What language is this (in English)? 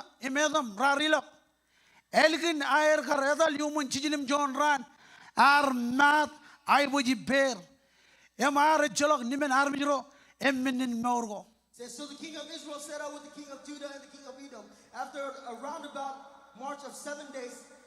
Marshallese